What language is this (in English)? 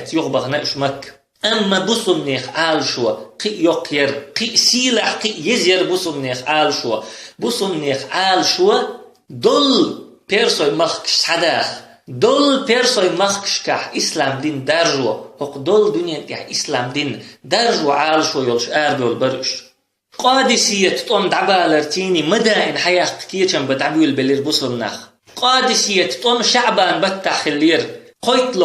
Chechen